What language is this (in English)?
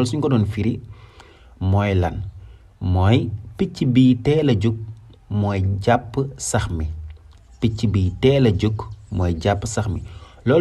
Wolof